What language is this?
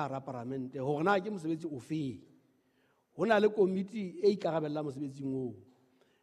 Southern Sotho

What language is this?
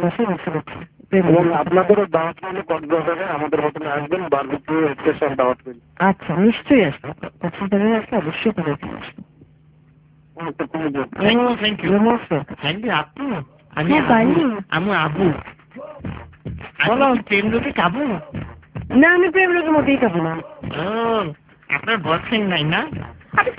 Bangla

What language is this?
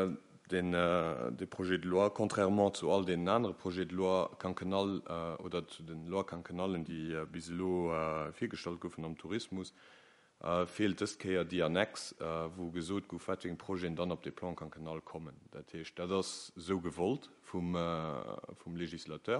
Luxembourgish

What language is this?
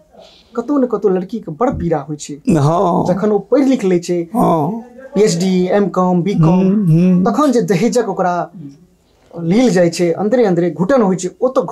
Maithili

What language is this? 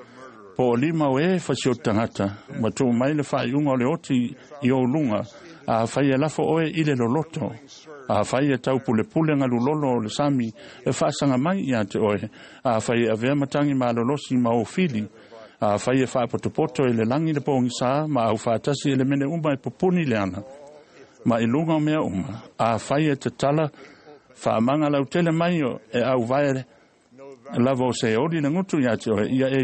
Samoan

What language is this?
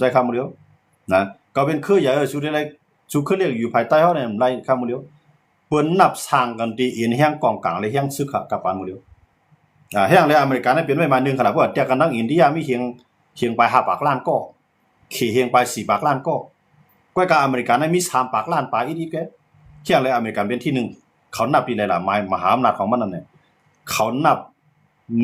Shan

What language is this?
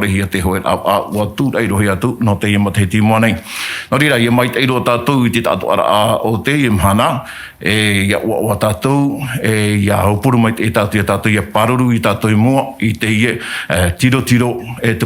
Tahitian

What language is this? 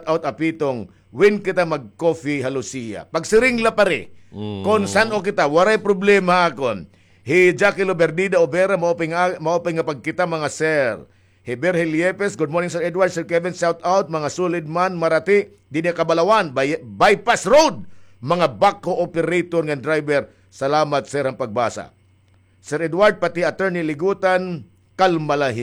Waray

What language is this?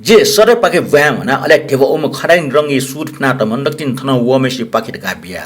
Newari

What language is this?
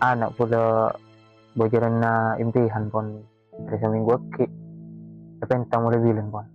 Madurese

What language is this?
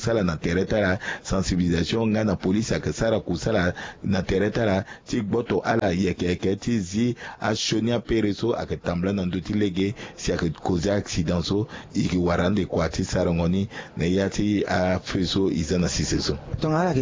Sango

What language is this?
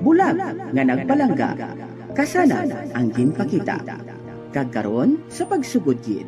Hiligaynon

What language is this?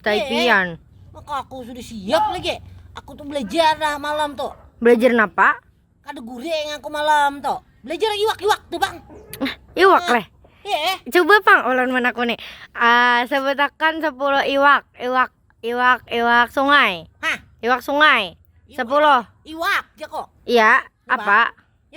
Banjar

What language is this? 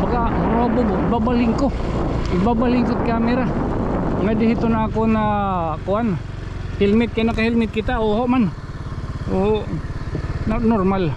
Waray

